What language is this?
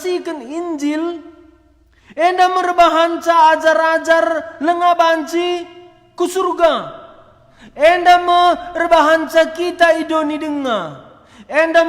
Batak Karo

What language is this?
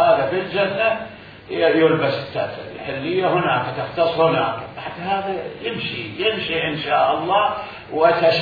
Mesopotamian Arabic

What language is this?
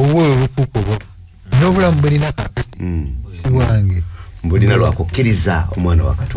Ganda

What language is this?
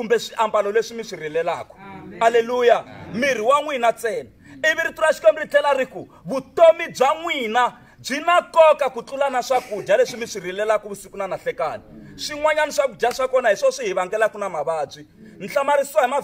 Tsonga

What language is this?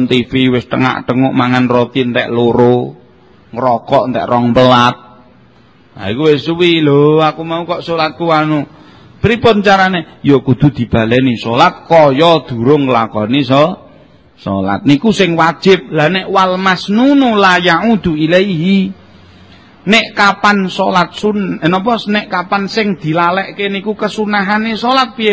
Javanese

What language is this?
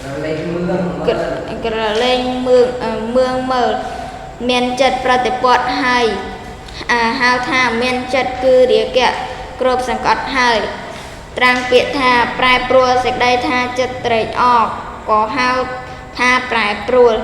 Khmer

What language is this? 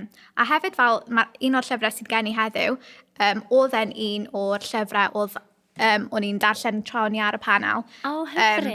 Welsh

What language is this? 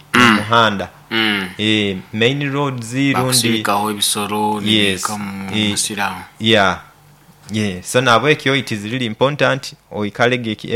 Nyoro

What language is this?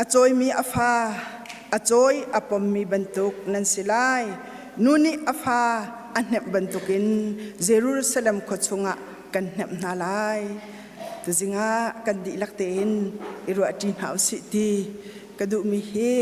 Hakha Chin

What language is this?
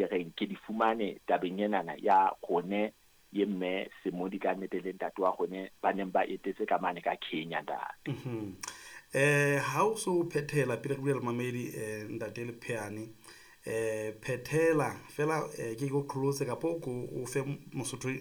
Southern Sotho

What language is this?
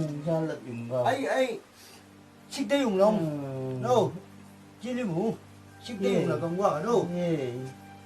Chang Naga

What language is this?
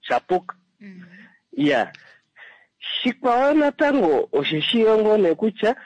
Kuanyama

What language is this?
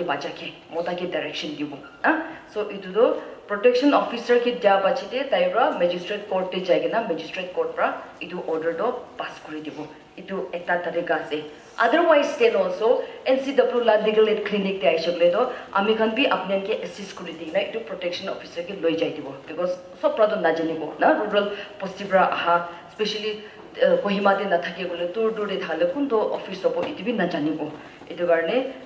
Naga Pidgin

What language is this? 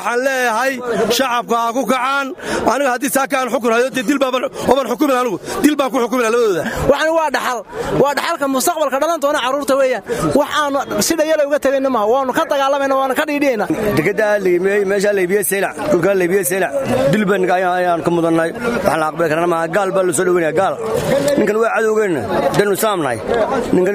Somali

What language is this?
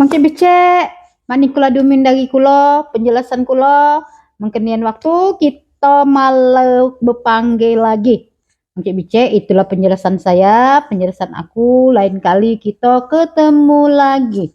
Musi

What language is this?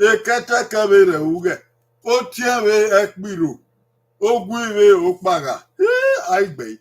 Bini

